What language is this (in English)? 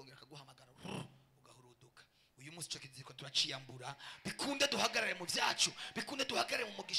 Rundi